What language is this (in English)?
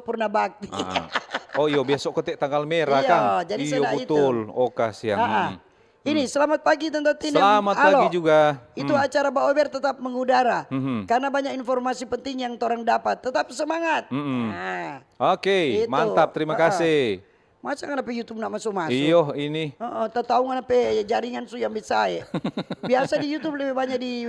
Manado Malay